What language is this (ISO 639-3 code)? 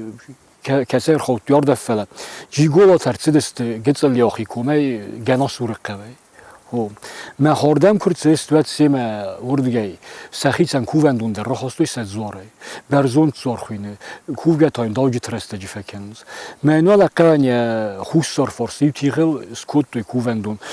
oss